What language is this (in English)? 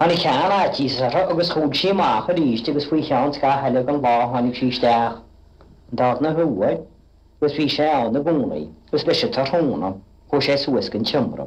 Irish